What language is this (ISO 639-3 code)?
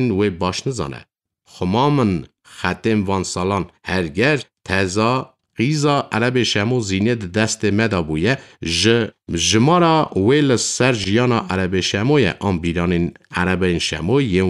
kur